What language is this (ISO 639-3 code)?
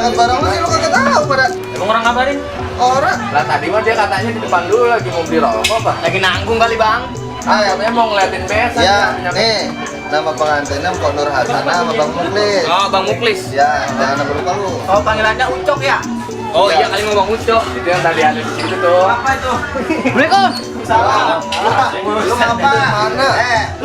bew